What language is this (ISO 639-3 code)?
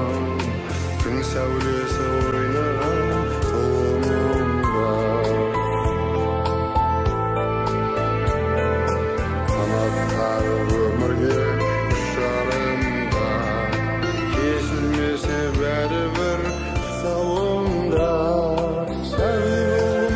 kaz